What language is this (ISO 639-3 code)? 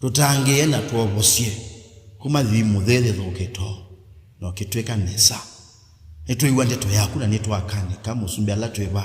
kam